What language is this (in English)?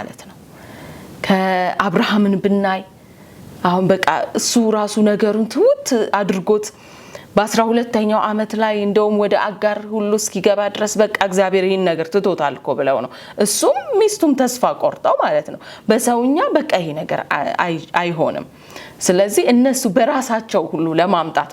Amharic